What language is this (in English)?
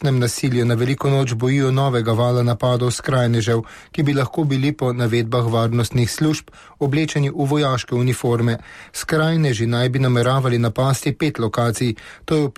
Slovenian